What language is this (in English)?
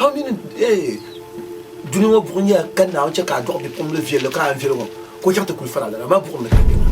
Dagbani